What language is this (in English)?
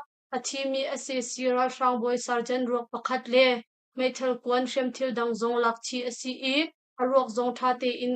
Hakha Chin